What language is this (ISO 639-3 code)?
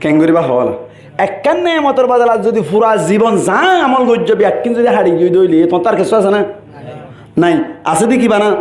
rhg